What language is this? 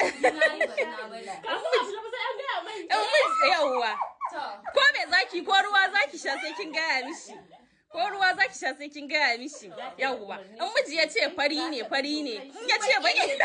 Hausa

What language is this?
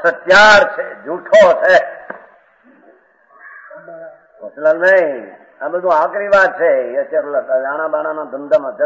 Gujarati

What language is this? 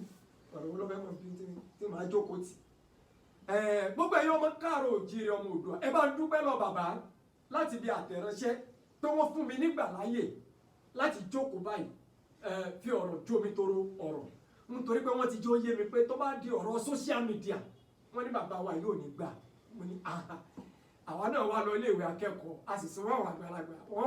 Yoruba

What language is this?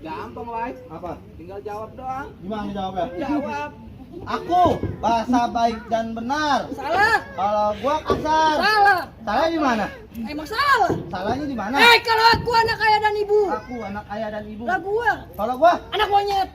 Betawi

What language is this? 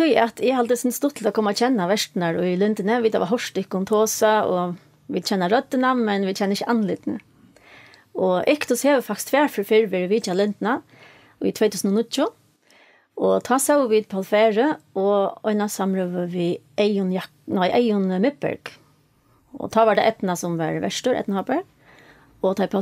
Faroese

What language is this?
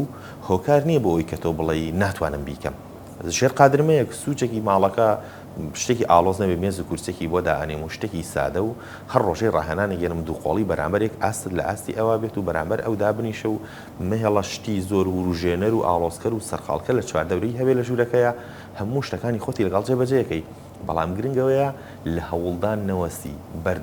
Central Kurdish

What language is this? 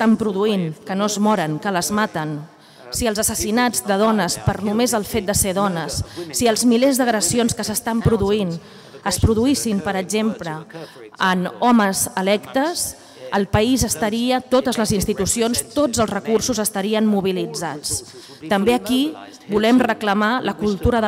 Catalan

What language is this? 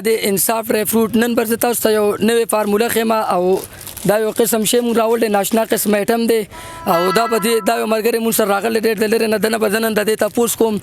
Pashto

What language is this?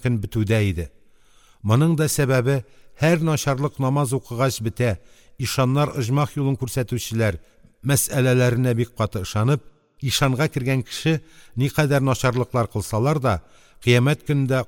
Tatar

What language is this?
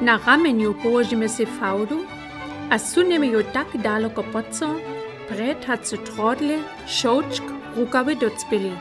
Upper Sorbian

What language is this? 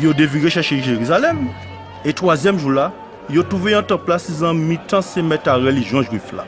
Guadeloupean Creole French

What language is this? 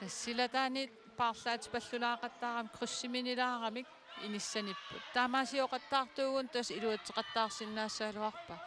Kalaallisut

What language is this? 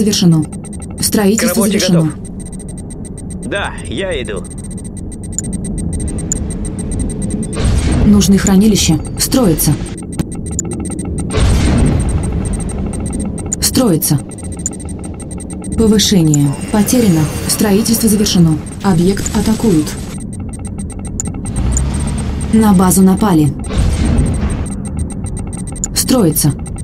Russian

